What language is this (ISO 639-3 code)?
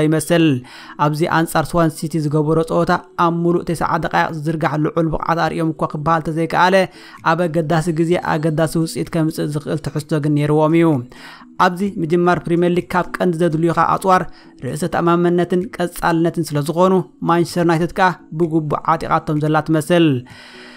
tir